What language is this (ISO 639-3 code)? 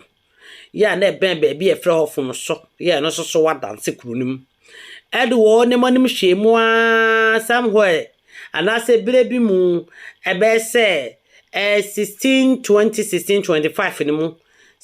aka